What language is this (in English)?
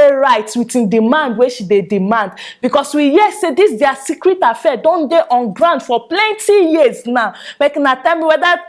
Nigerian Pidgin